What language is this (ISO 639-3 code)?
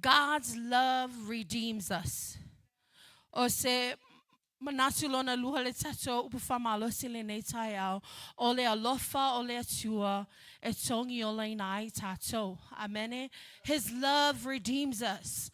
smo